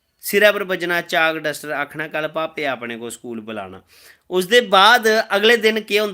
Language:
Dogri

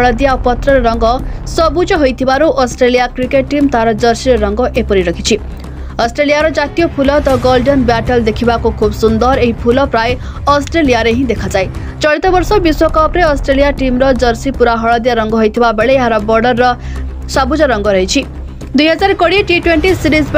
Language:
Odia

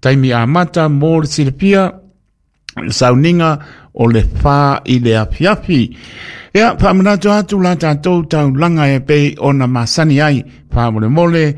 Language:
Samoan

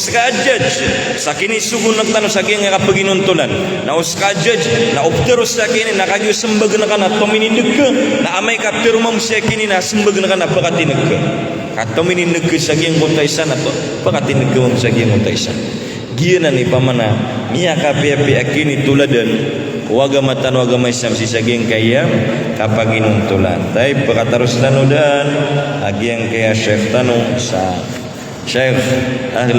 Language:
Maranao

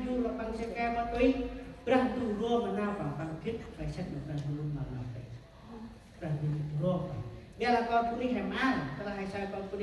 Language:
Central Mnong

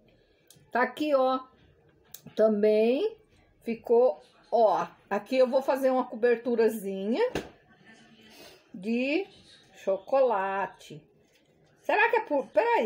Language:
Portuguese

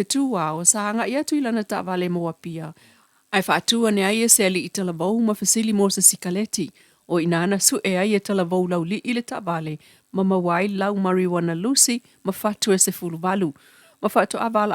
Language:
Samoan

